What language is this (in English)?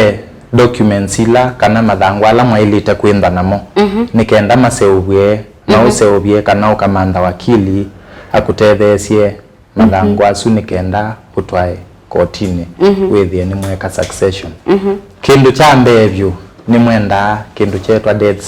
Kamba